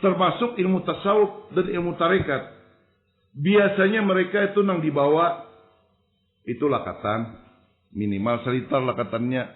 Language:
Banjar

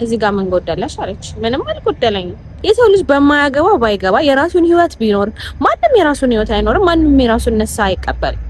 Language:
Amharic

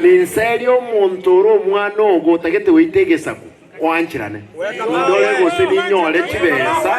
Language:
Gusii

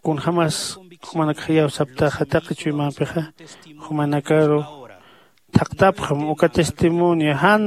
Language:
Aymara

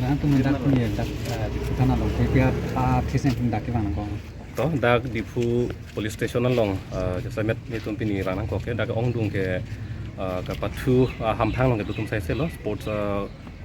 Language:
Karbi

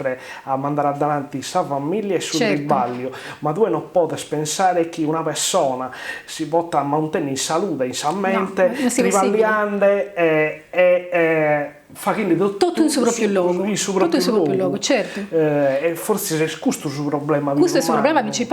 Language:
Sardinian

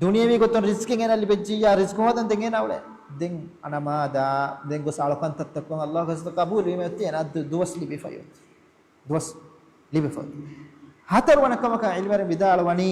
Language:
Divehi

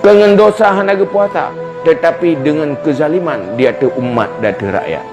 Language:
Achinese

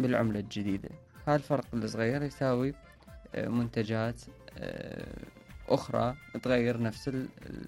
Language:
Mesopotamian Arabic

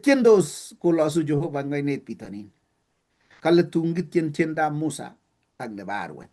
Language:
Kalenjin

